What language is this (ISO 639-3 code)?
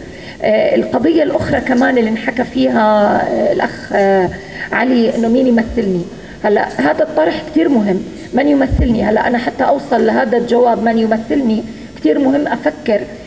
apc